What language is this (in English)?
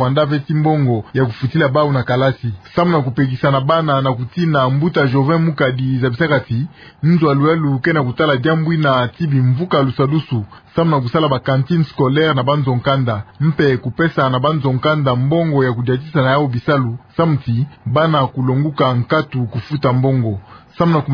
Kituba (Democratic Republic of Congo)